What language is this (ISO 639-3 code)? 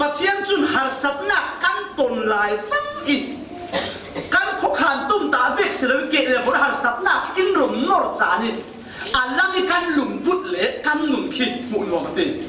cfm